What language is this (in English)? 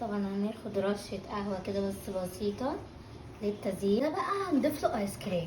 Egyptian Arabic